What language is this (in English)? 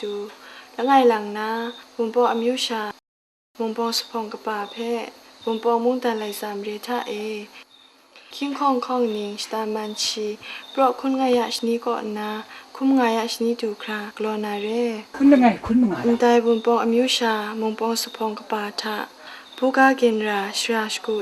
Kachin